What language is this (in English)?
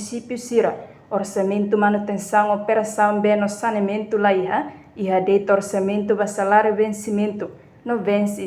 Tetum